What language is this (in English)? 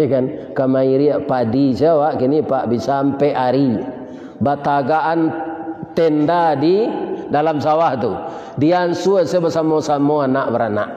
Minangkabau